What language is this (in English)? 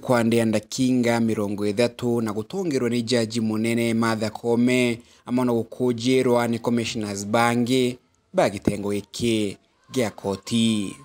Meru